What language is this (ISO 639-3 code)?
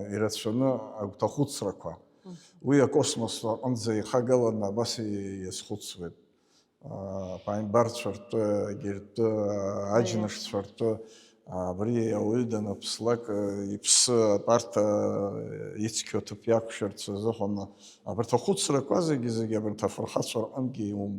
abk